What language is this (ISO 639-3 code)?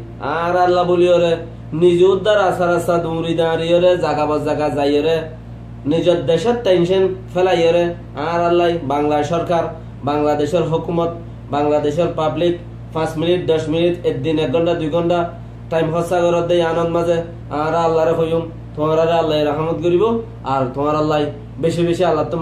rhg